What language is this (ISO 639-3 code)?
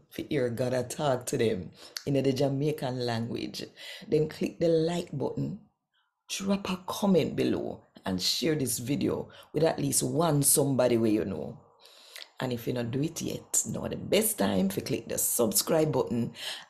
jam